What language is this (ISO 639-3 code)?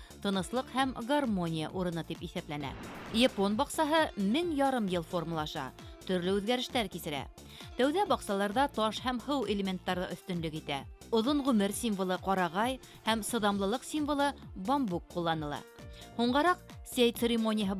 bak